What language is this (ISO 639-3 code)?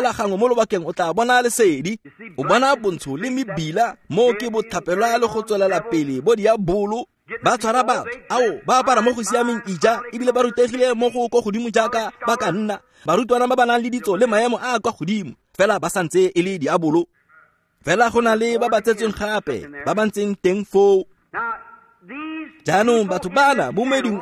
tsn